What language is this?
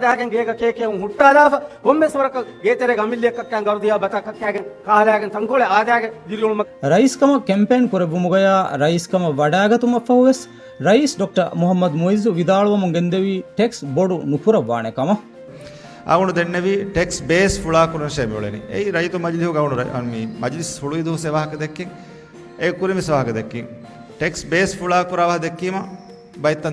Divehi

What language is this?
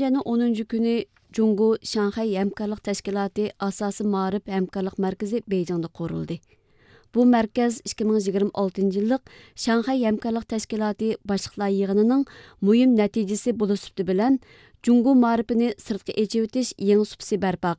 Uyghur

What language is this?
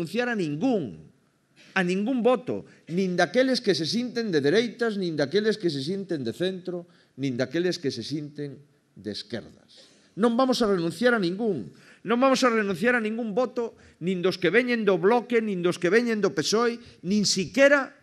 Galician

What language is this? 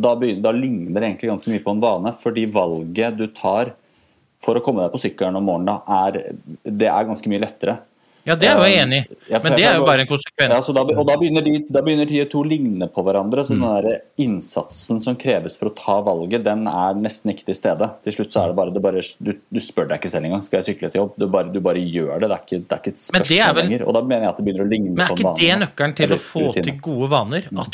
Norwegian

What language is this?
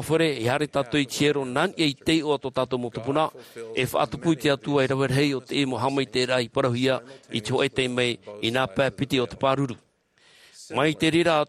Tahitian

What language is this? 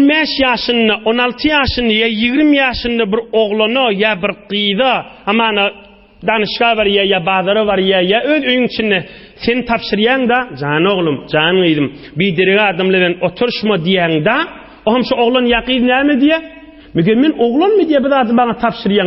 Turkmen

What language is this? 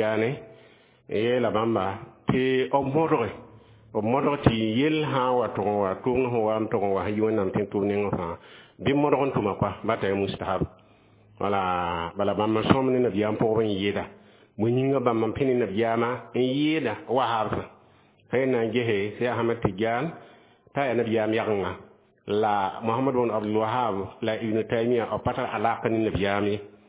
Mossi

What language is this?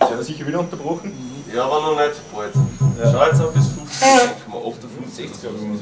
Bavarian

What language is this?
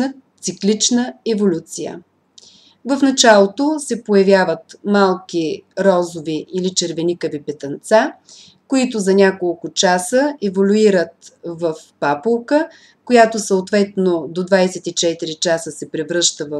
Bulgarian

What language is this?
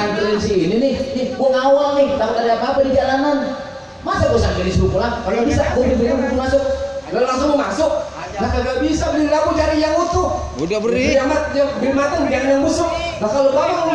Betawi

